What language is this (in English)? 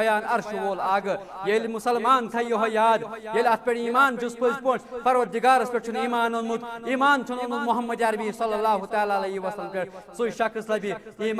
Kashmiri